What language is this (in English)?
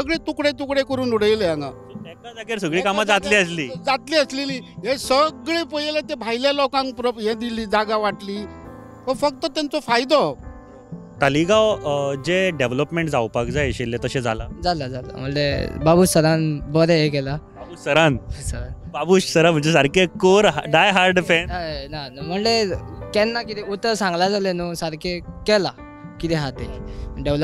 Konkani